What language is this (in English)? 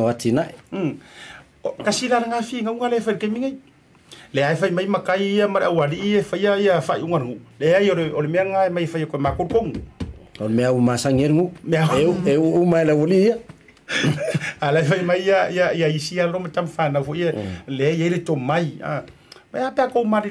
Samoan